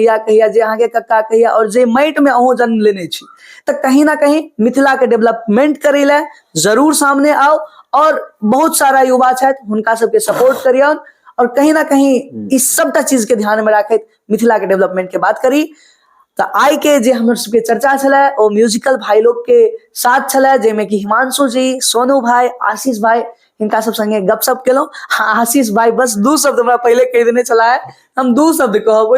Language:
Maithili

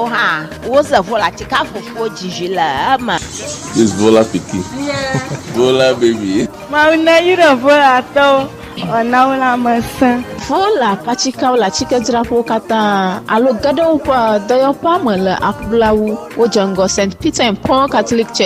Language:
Ewe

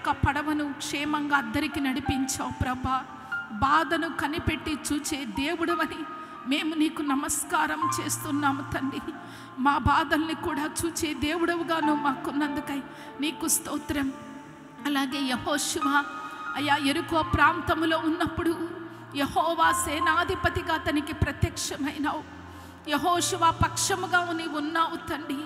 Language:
Telugu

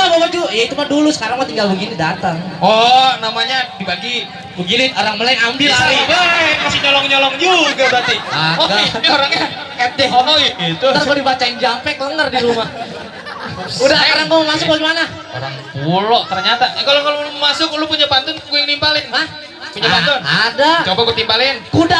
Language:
Betawi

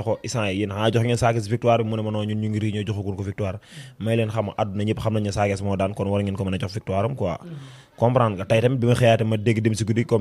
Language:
Wolof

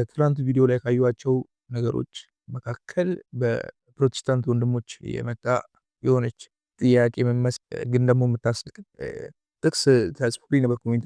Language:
Amharic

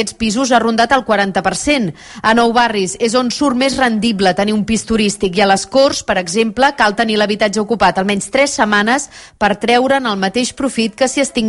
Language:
Catalan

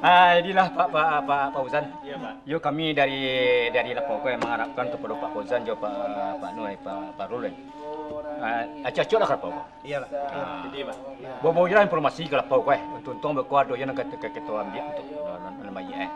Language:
Minangkabau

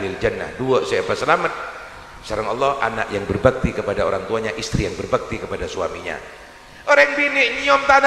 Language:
Madurese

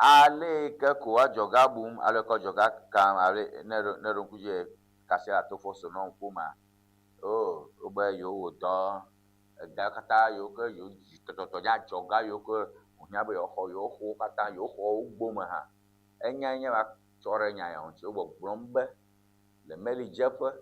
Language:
Ewe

